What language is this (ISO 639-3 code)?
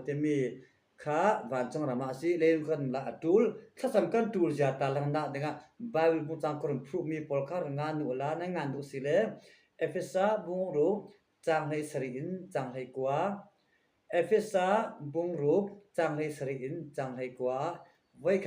cfm